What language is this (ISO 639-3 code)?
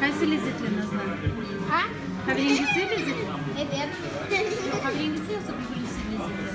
crh